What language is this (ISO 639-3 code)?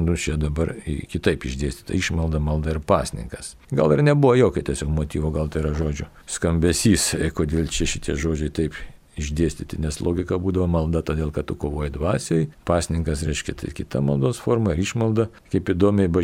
lit